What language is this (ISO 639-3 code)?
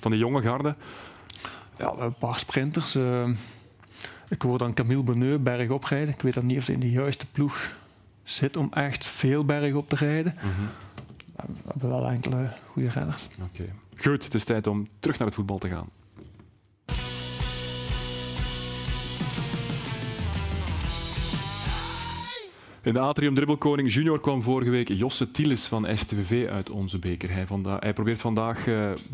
nld